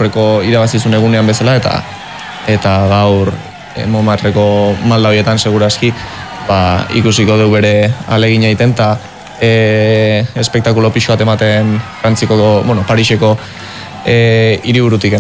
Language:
Basque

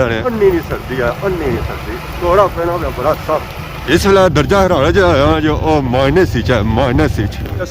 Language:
Pahari-Potwari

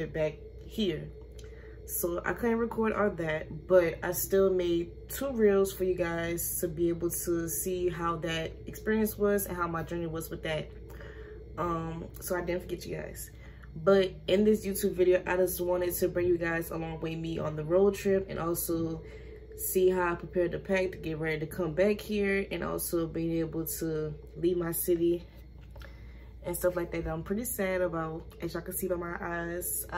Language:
English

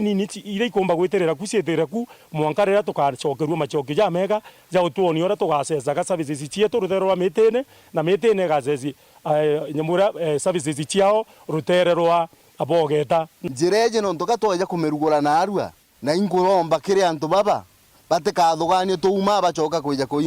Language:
Meru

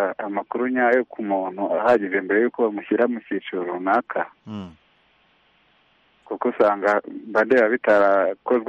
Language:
Kinyarwanda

